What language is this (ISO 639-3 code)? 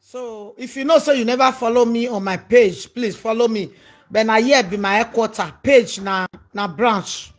pcm